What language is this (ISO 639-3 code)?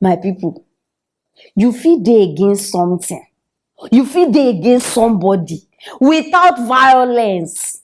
pcm